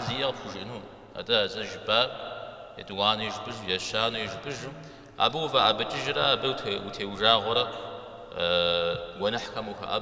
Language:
Kabardian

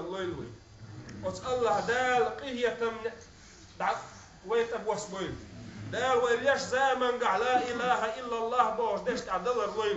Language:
Chechen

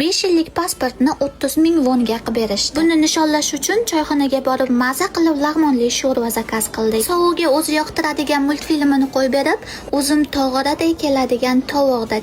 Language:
Uzbek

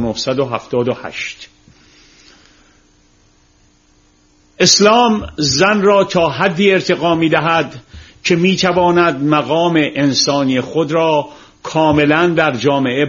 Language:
Persian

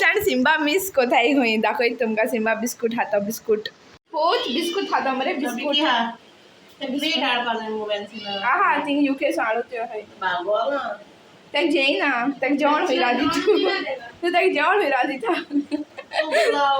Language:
Konkani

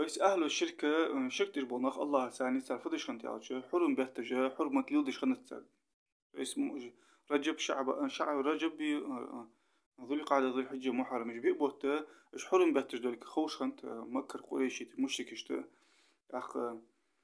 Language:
Ingush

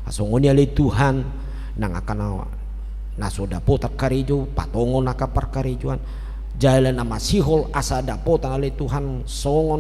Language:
Batak Toba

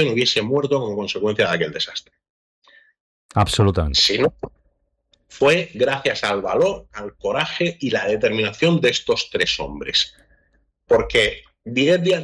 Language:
Spanish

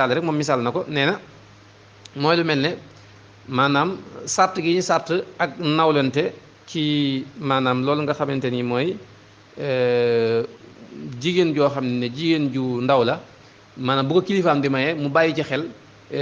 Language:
Wolof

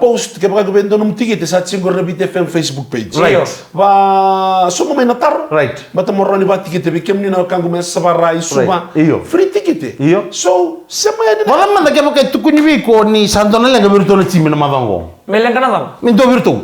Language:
Fijian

